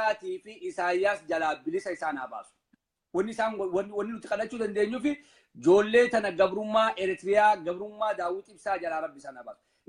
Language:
Oromo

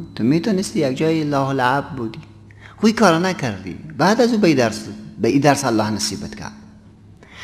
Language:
Persian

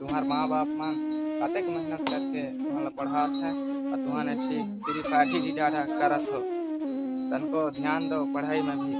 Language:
Chhattisgarhi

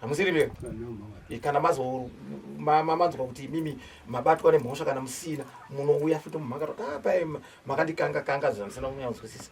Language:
Shona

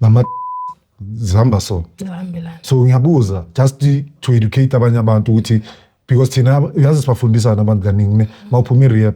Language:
Zulu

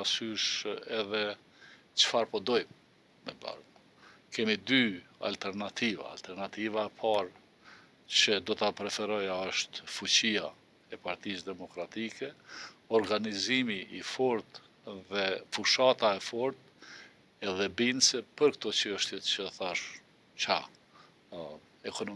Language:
Albanian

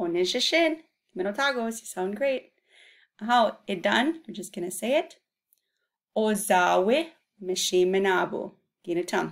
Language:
Chippewa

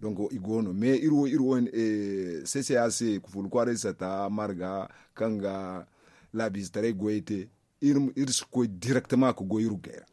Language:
Zarma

